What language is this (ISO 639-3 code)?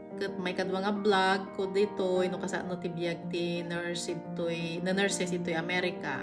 ilo